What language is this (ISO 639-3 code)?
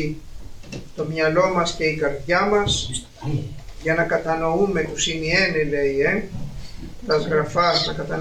ell